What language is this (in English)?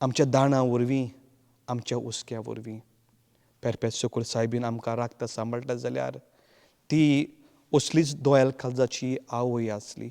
Konkani